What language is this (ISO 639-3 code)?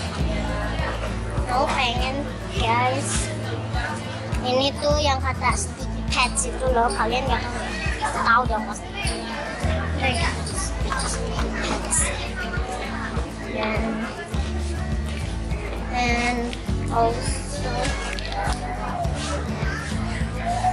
ind